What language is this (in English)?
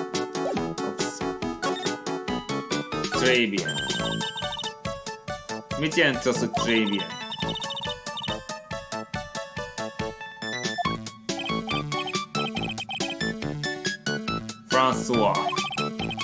Hungarian